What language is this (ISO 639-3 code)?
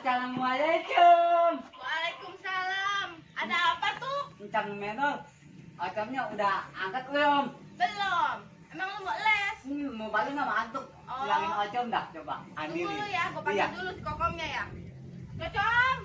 bew